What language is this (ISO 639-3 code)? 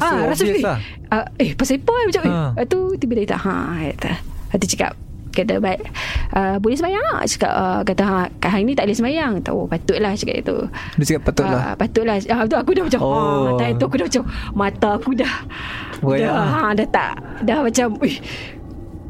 msa